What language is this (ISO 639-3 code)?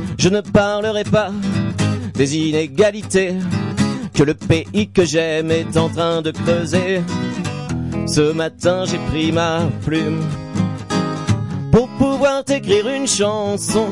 fra